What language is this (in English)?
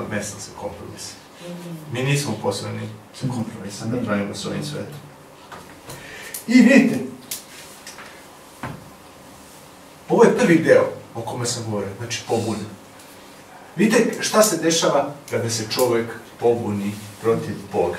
Serbian